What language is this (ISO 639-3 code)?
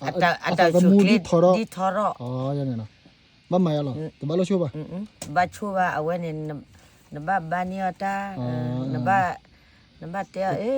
ksw